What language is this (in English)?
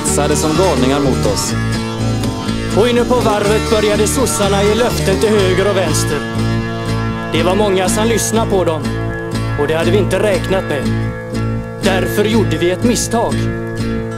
Swedish